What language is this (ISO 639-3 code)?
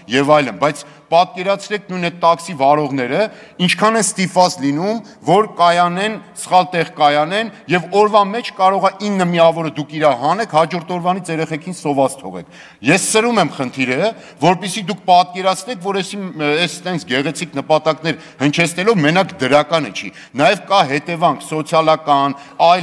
hye